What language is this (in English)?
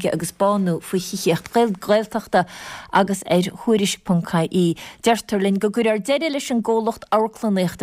Irish